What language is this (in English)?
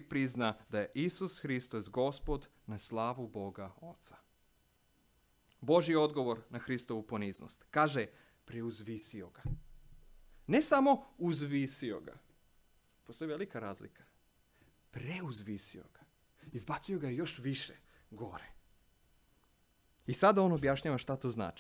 Serbian